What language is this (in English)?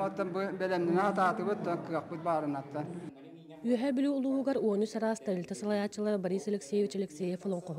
Yakut